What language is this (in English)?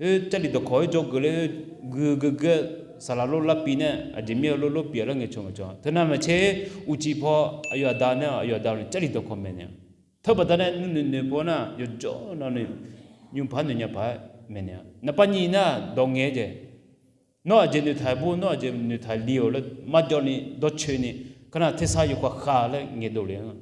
Akha